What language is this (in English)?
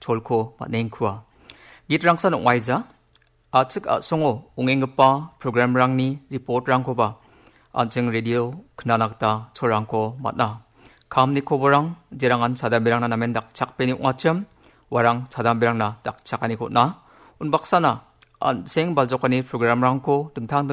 Garo